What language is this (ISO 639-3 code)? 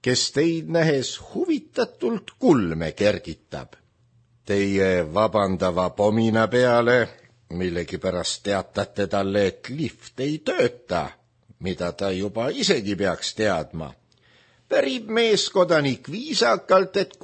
est